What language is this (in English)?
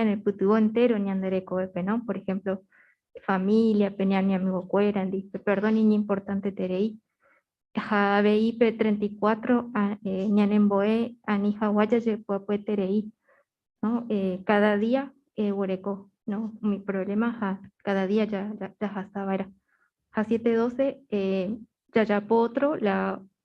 Guarani